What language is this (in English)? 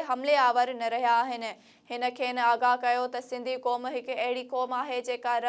Sindhi